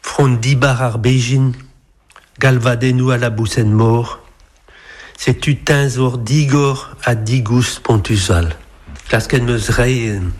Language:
Breton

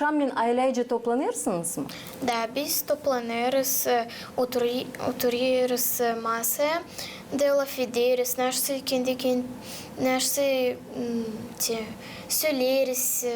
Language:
Gagauz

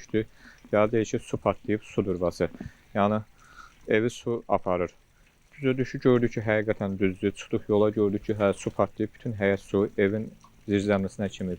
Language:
Azerbaijani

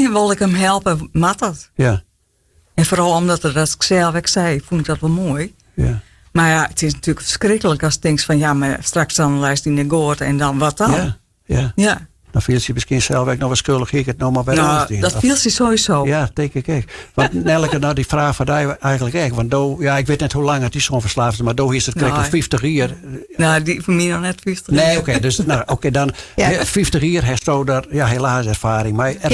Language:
Western Frisian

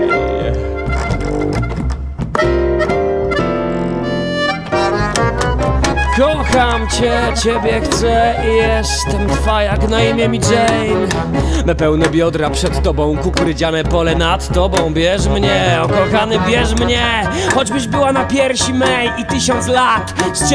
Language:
Polish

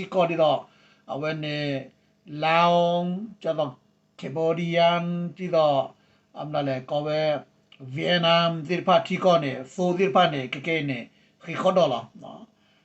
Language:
S'gaw Karen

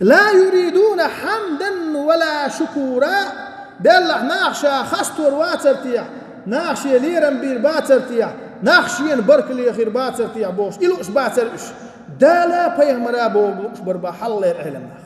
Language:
Chechen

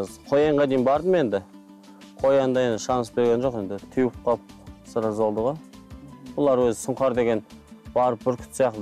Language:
Kazakh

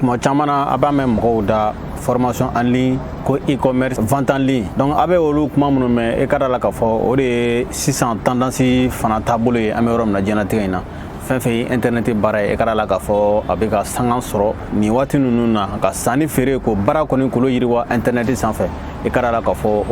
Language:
Bambara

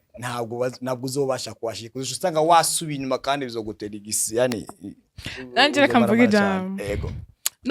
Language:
Rundi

